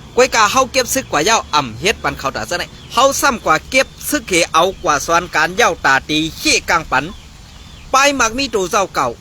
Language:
Shan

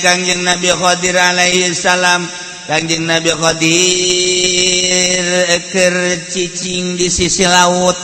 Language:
Sundanese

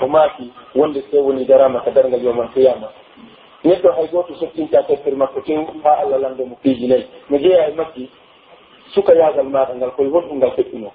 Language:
Pular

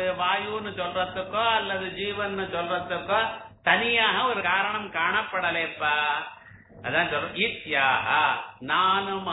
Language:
Tamil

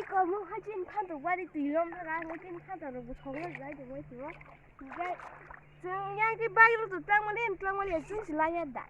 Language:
Kok Borok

